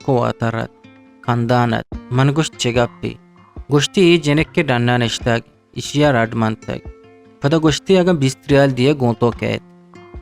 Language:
Eastern Balochi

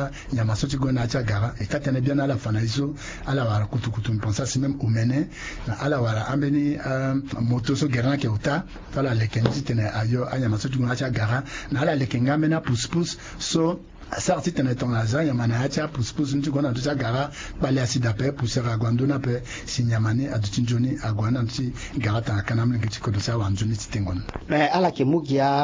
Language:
Sango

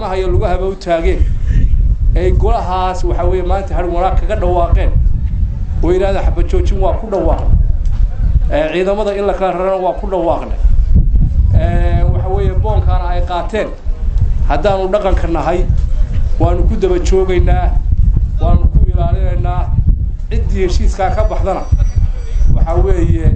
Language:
Somali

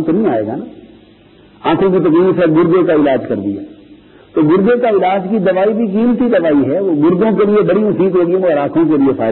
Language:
Urdu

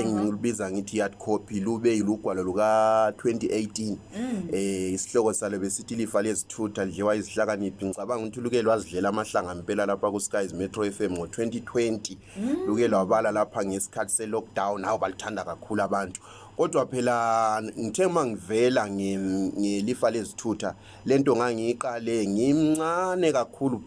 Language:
North Ndebele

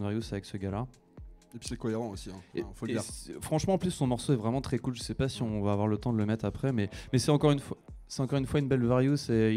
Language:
French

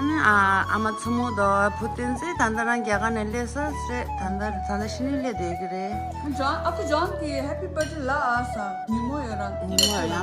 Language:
Tibetan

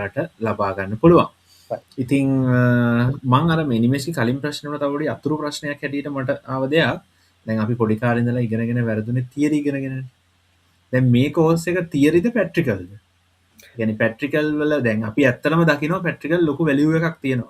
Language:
Sinhala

